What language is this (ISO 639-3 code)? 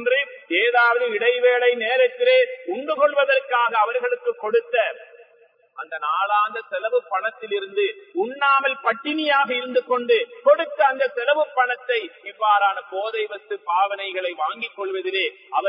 tam